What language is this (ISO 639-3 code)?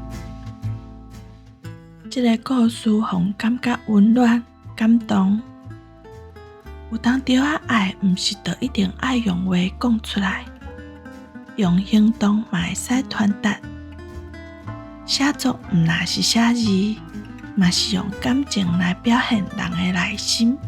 nan